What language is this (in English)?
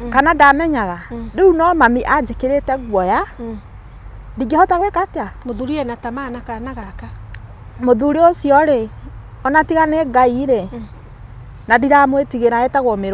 Kikuyu